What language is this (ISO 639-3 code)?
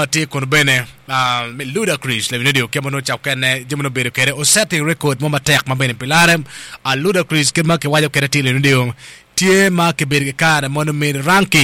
ach